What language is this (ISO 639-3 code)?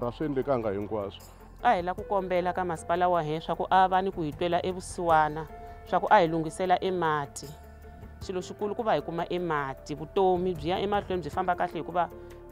tso